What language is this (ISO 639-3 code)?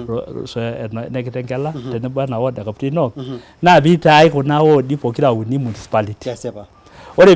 mas